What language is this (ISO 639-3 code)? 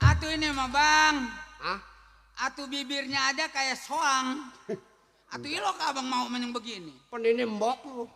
bew